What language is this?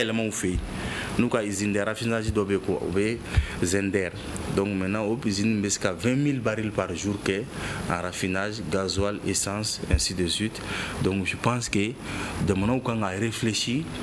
Bambara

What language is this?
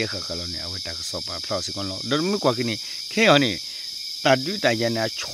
S'gaw Karen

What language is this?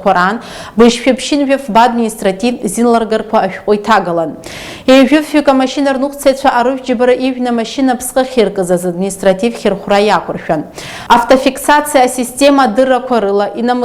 Abkhazian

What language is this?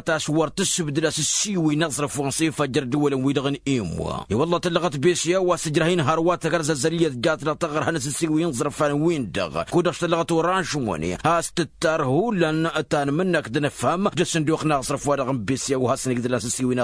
Tamasheq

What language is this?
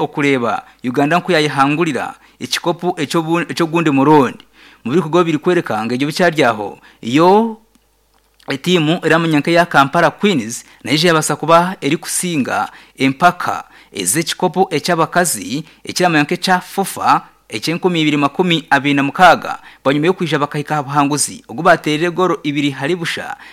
Nyankole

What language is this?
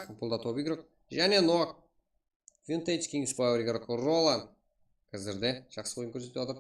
Kara-Kalpak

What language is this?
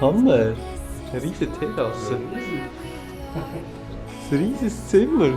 Swiss German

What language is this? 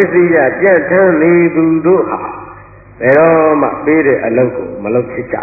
Burmese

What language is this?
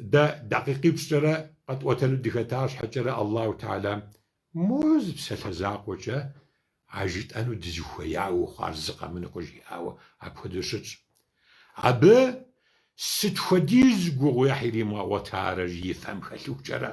Kabardian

